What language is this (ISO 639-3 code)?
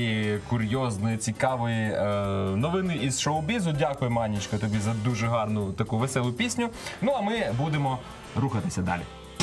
ukr